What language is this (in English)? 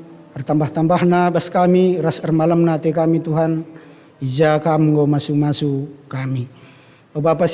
Batak Karo